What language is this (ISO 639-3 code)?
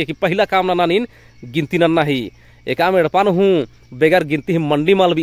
kru